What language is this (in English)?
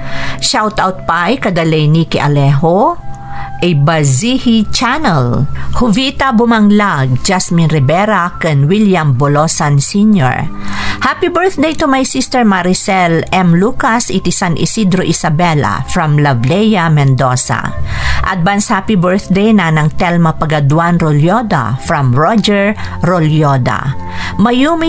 Iloko